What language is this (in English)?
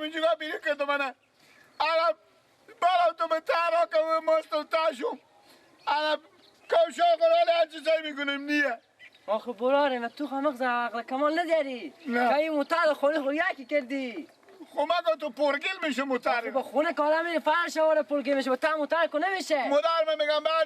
Persian